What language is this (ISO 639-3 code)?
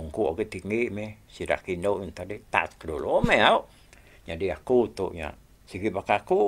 iba